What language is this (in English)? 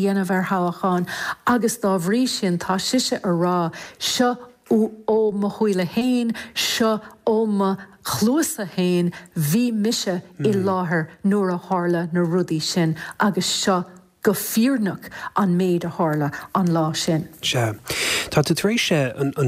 Irish